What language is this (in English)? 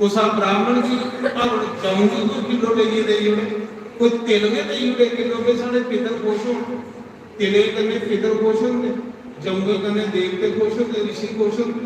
Dogri